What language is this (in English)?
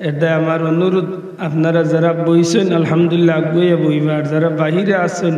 Sylheti